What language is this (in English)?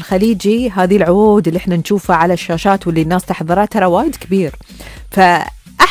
Gulf Arabic